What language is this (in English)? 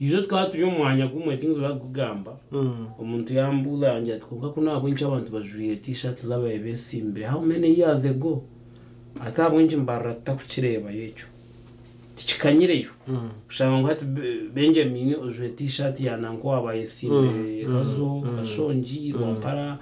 Nyankole